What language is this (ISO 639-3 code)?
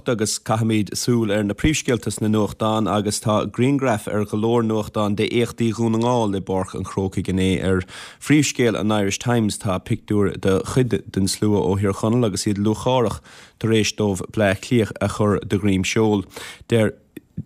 gle